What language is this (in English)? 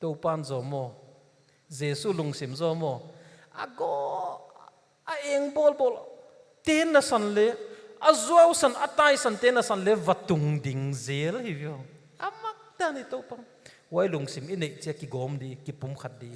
Paite Chin